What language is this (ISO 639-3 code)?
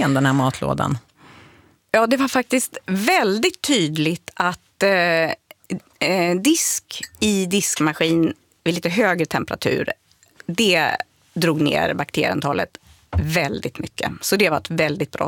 swe